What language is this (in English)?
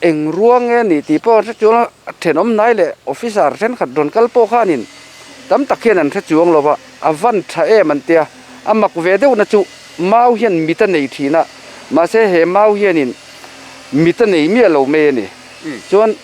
Mizo